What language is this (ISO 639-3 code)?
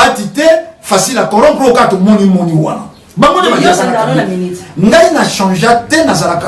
lin